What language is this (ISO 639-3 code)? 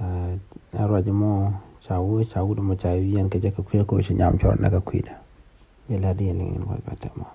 nus